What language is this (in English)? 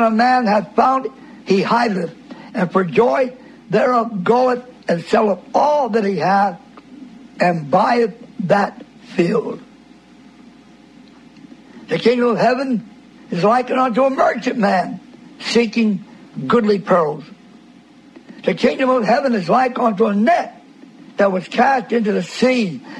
English